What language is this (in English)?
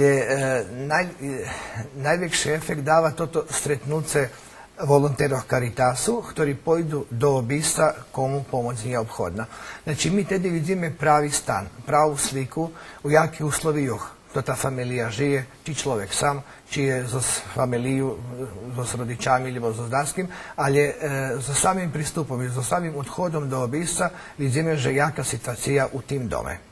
Rusyn